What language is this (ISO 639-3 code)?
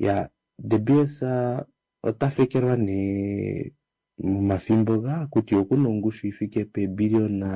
kua